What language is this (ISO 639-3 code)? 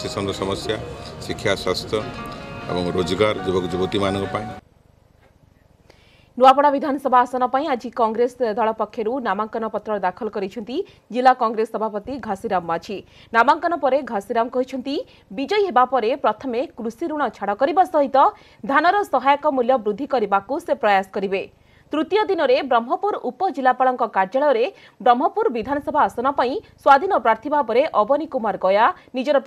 ori